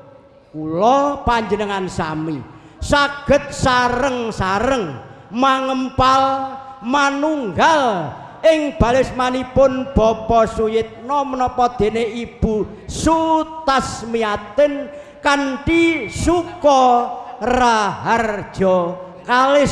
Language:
Javanese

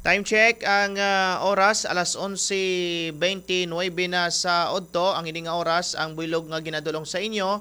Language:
Hiligaynon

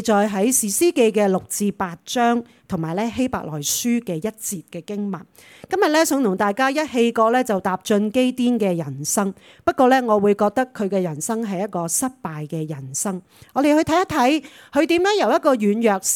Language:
Cantonese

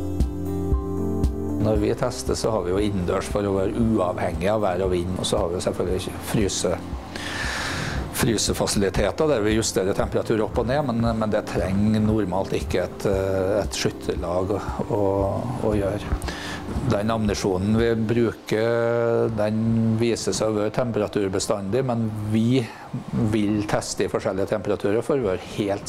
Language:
Norwegian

